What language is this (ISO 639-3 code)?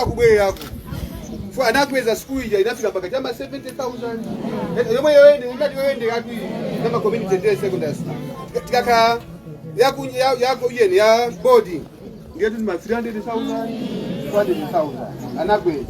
nya